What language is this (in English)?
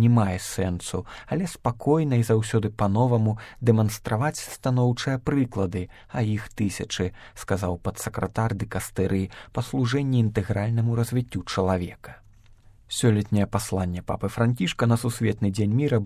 Belarusian